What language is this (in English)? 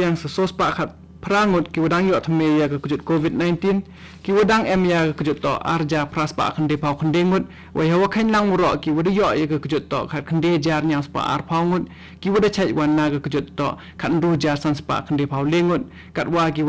Khasi